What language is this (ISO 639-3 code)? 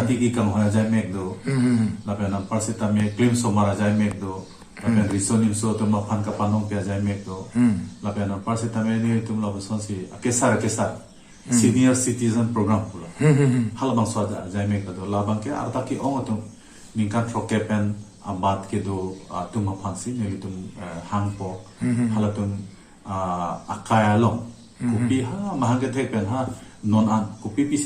mjw